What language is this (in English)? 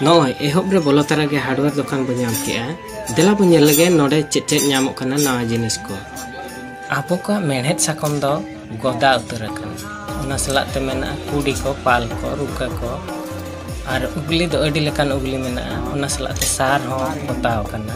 Santali